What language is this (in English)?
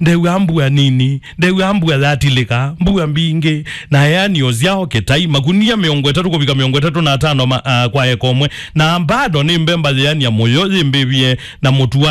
Kamba